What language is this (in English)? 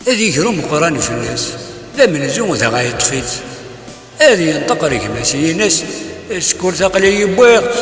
Kabyle